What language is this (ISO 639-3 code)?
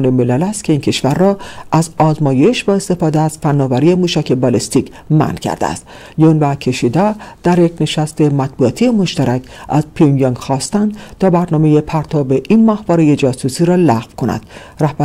fas